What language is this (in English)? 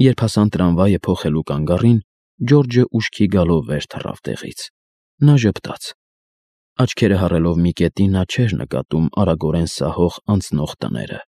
Armenian